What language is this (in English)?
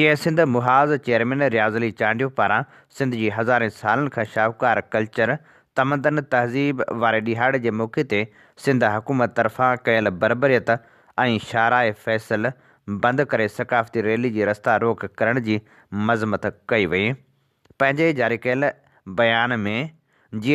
Sindhi